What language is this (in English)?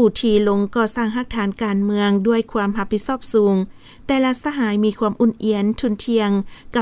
Lao